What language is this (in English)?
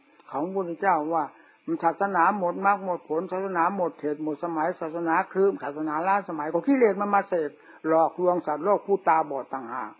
Thai